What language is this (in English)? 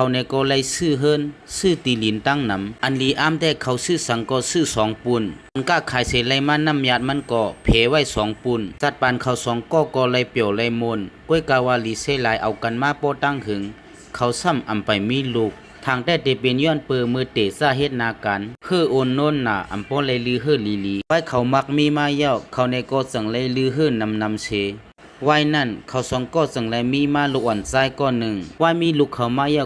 Shan